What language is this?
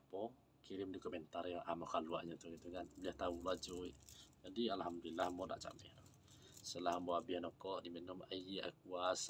Minangkabau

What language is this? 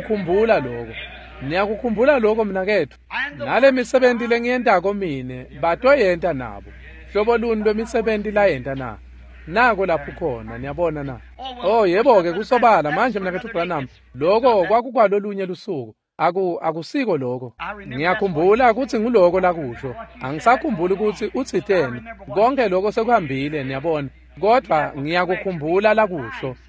Swati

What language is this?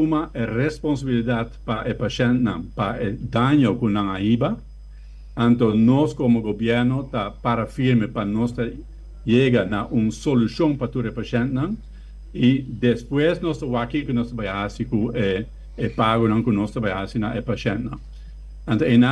Papiamento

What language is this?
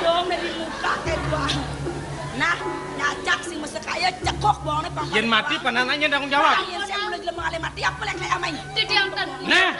Balinese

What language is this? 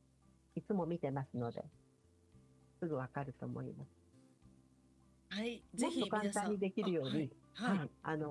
Japanese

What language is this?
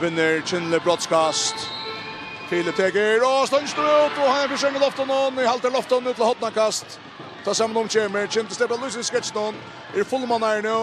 Faroese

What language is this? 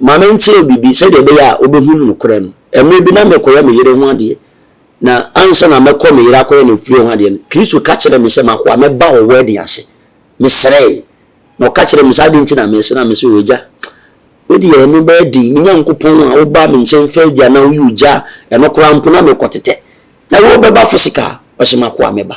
Akan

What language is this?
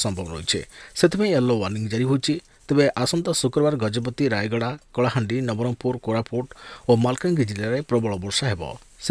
Odia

